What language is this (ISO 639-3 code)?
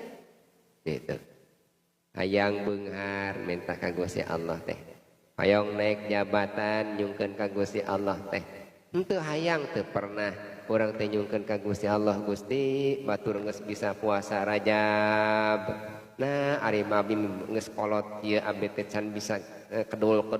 sun